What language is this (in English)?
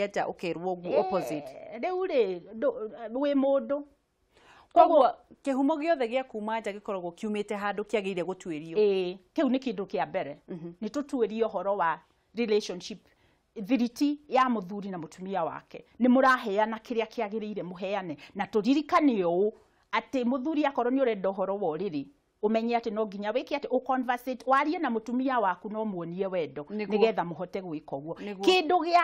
Kikuyu